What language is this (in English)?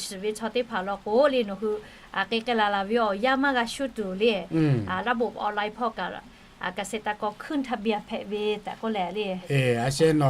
Lahu